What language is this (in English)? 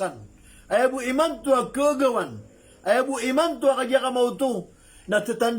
Maranao